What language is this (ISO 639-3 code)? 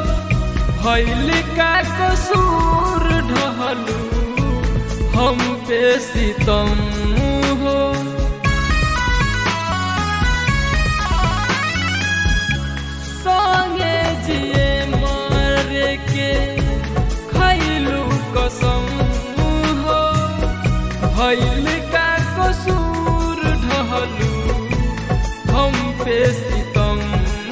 bho